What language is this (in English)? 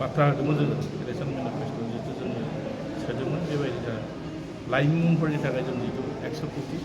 Bodo